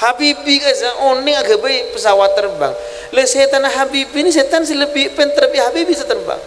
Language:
Madurese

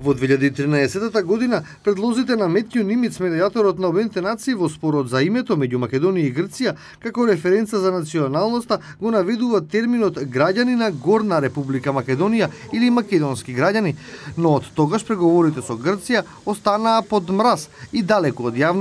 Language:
Macedonian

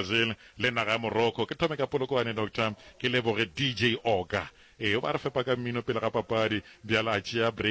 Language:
Northern Sotho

